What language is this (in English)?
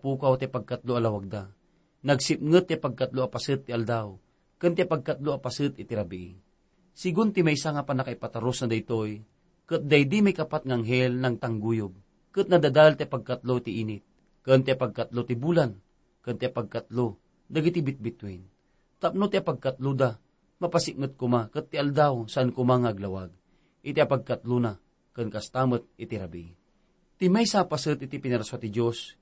Iloko